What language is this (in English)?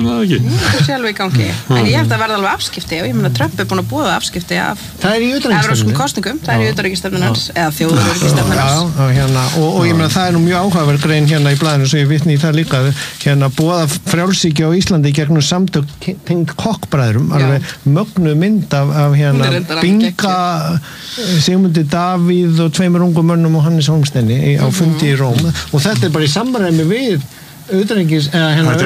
Icelandic